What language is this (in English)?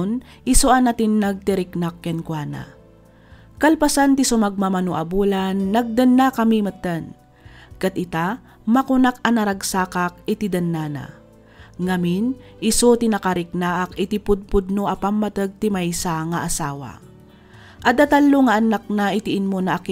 Iloko